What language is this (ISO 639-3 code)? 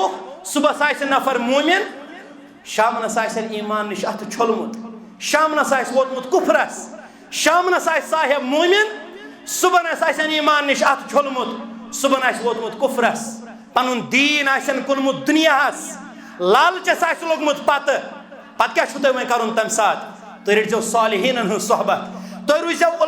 kas